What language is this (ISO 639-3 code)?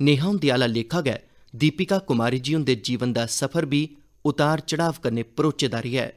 doi